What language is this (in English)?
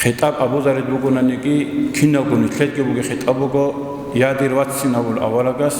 Avaric